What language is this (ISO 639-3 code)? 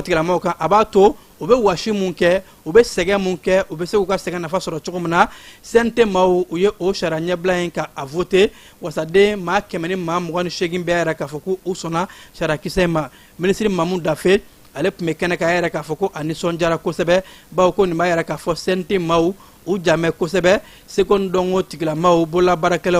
bam